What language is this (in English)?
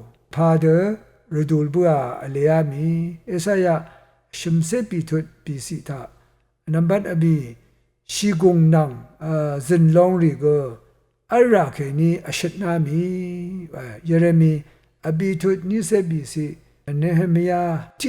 Rawang